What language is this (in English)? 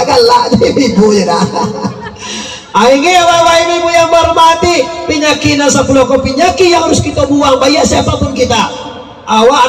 Minangkabau